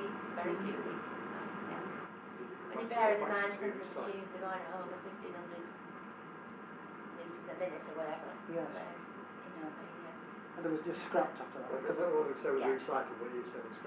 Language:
English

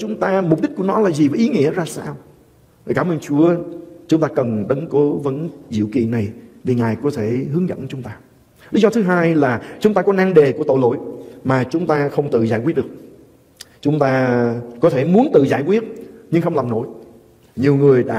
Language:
Vietnamese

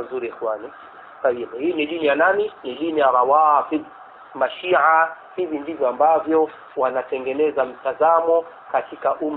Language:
Swahili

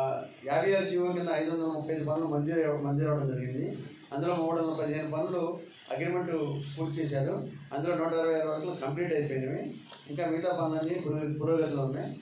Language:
Telugu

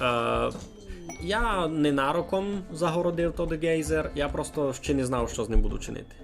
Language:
Rusyn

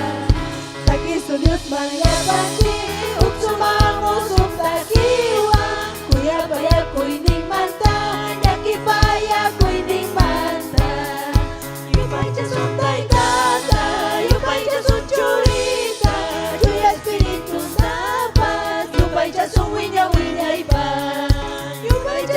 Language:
Ayacucho Quechua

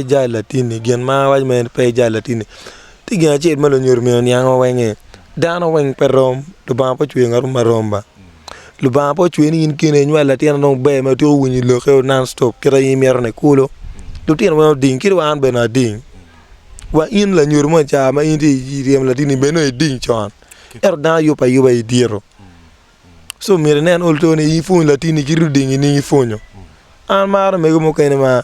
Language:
Acoli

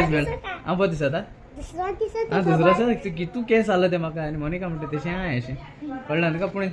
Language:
Konkani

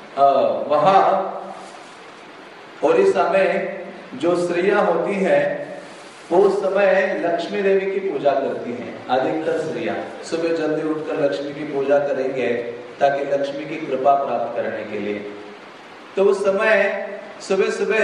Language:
Hindi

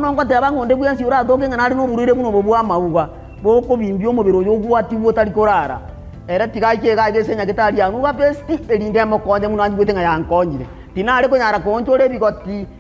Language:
Gusii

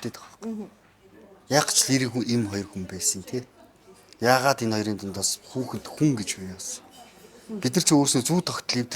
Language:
Mongolian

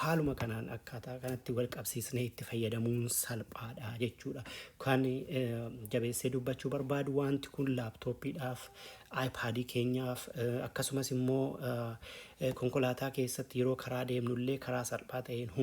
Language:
Oromo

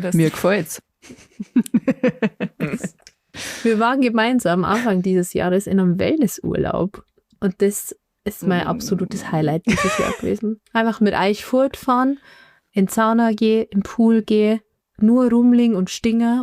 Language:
Bavarian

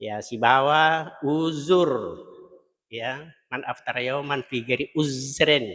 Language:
Buginese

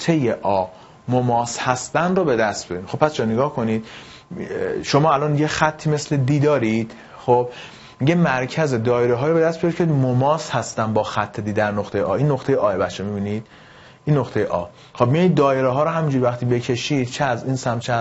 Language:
Persian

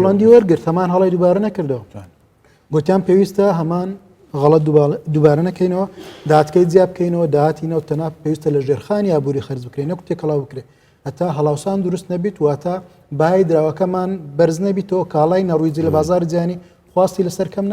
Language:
Central Kurdish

